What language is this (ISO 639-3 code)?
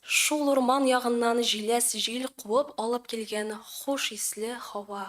tat